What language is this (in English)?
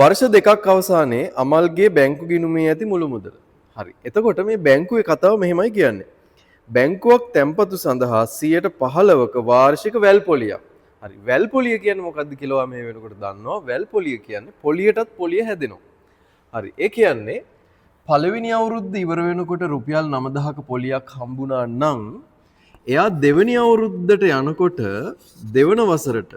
Sinhala